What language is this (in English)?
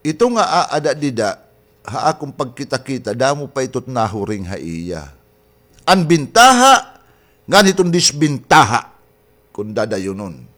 Waray